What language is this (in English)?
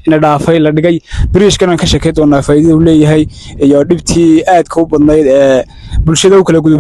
Somali